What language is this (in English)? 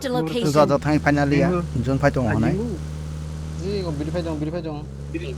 Kok Borok